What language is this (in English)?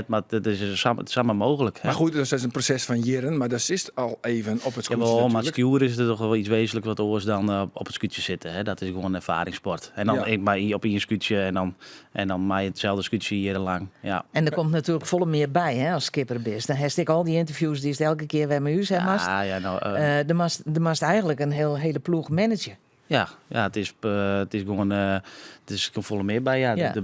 Western Frisian